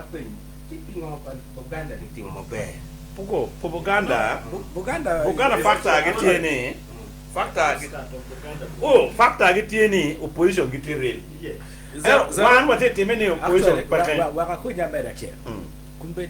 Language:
Acoli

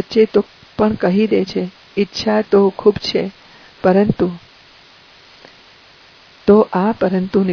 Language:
Gujarati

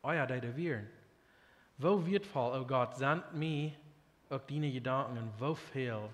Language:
Plautdietsch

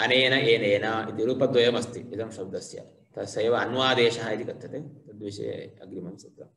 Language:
Sanskrit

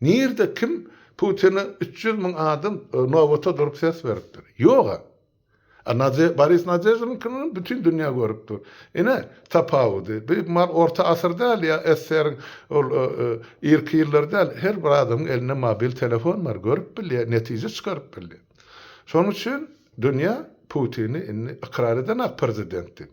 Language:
Turkmen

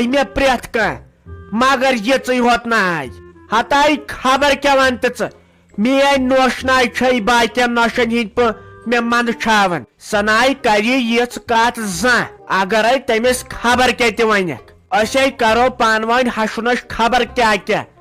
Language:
Kashmiri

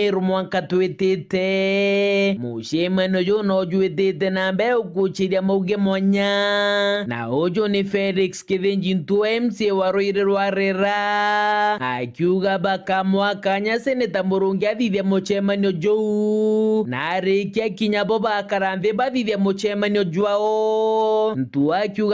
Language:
Meru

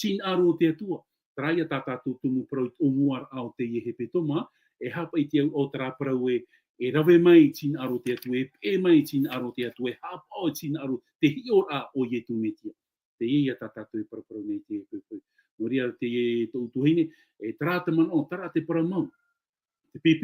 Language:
Tahitian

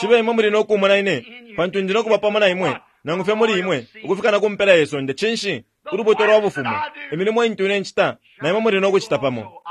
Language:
Bemba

